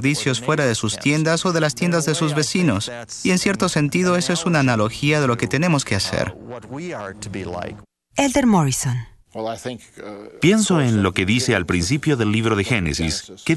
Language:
Spanish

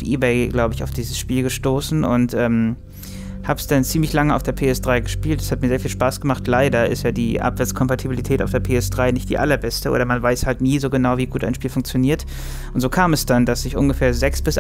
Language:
German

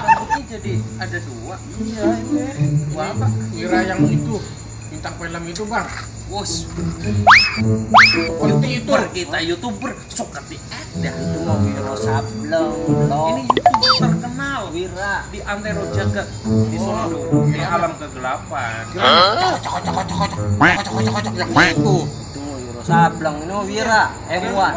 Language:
Betawi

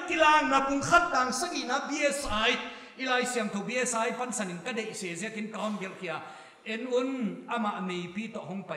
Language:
Paite Chin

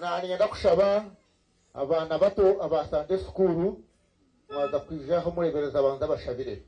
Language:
Nyankole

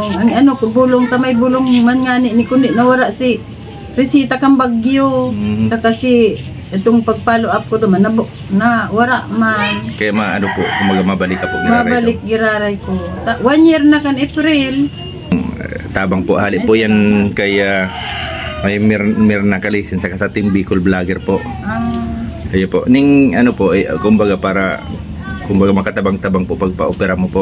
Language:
Bikol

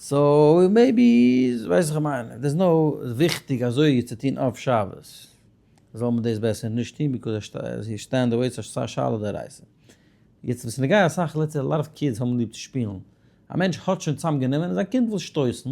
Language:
Yiddish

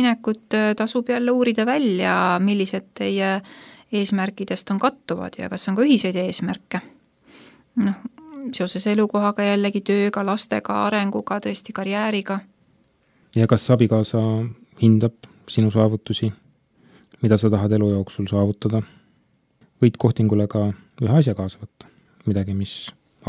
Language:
Estonian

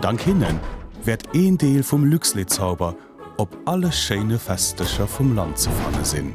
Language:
Luxembourgish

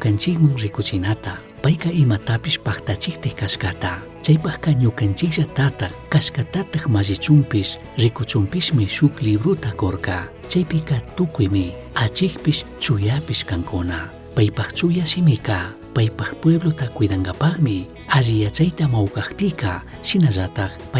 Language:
Chimborazo Highland Quichua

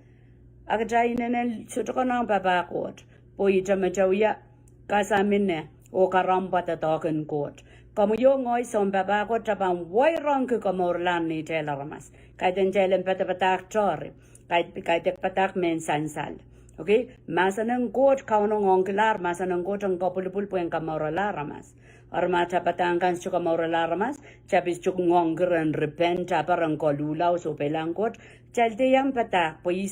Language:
Pohnpeian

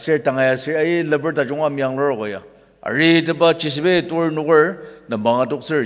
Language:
Ao Naga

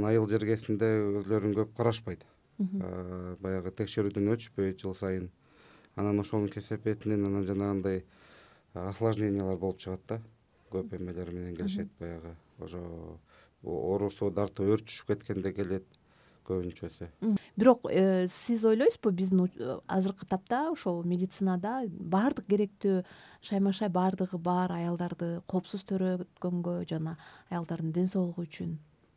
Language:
Kyrgyz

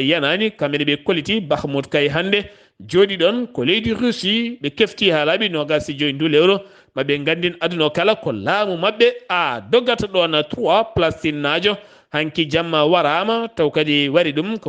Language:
Fula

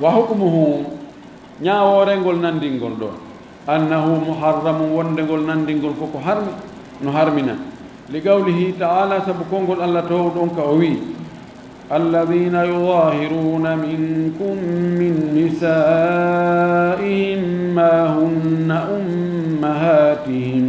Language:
Fula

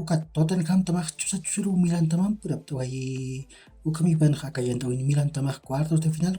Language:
Aymara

